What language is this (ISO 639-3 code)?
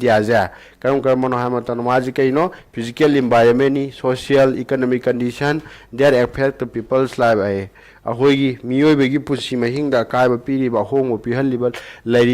mni